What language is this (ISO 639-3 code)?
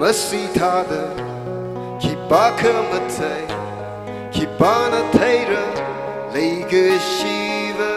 nmf